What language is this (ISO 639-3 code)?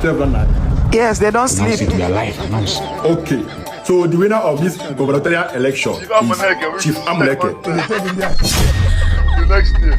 pcm